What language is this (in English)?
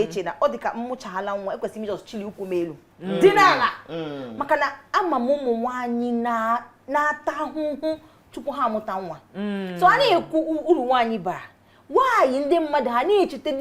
Igbo